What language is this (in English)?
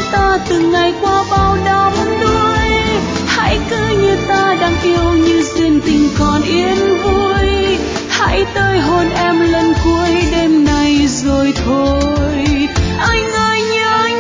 Vietnamese